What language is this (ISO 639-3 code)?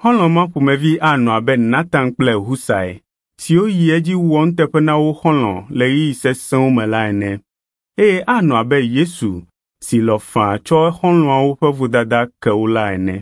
ewe